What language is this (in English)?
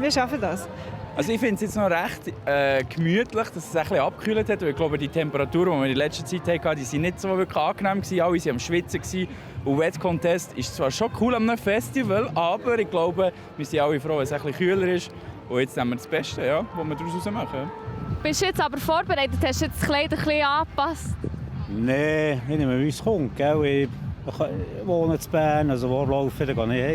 Swiss German